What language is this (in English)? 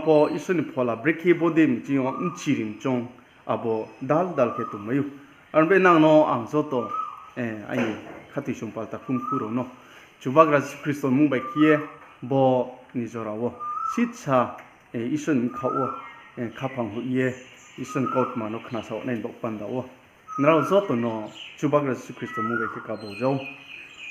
Riang (India)